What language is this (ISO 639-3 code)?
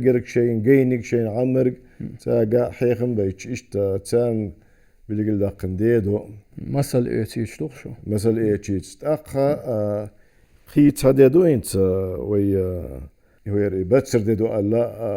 che